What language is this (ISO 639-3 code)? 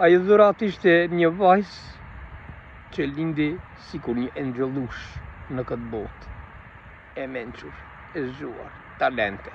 sqi